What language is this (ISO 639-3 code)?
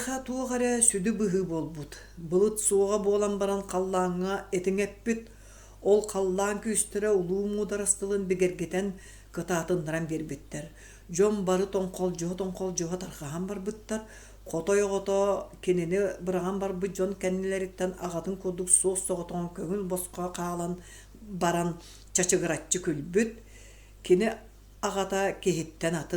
sah